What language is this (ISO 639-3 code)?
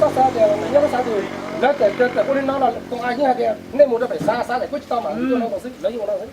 hmn